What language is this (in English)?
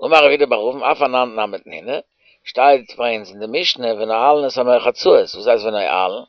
Yiddish